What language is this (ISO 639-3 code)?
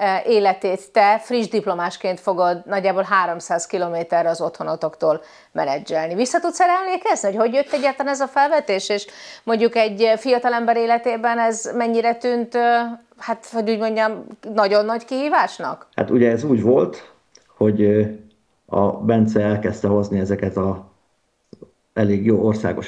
hun